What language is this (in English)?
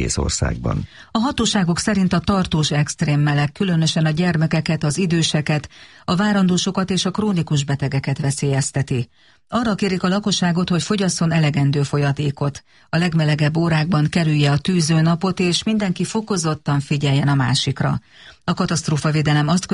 Hungarian